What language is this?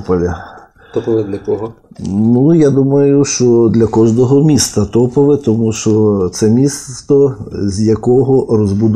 Ukrainian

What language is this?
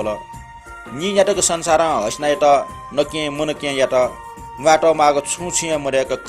Newari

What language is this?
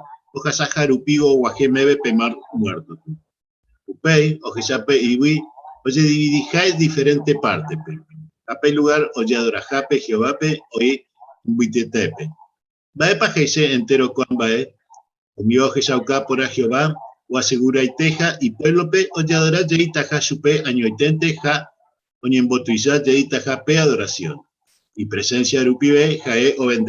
Guarani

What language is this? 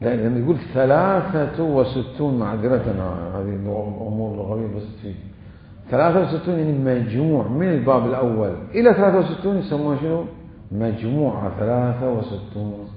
Mesopotamian Arabic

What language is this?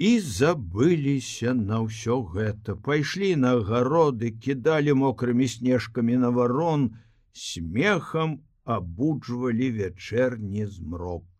Belarusian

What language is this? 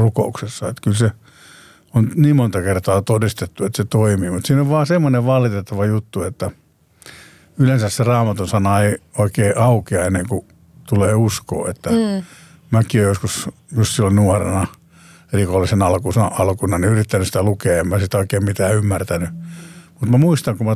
Finnish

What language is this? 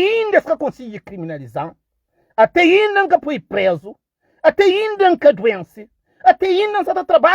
Kabuverdianu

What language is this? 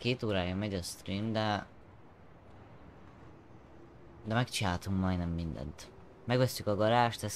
Hungarian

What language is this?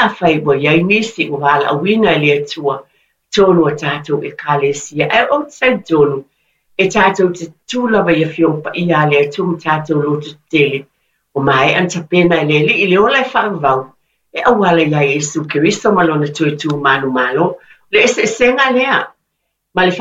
Samoan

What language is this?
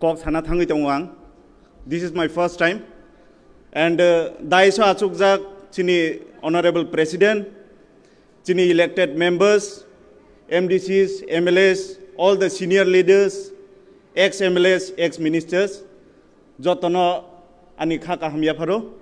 Kok Borok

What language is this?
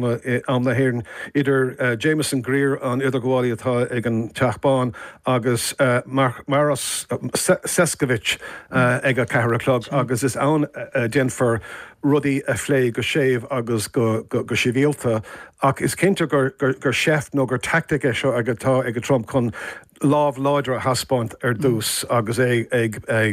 Irish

